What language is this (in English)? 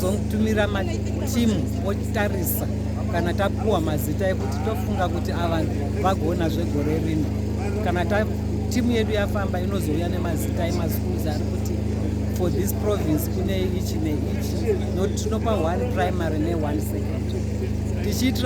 Shona